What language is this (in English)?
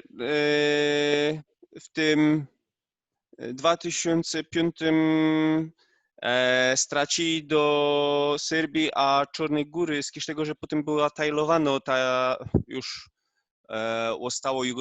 Silesian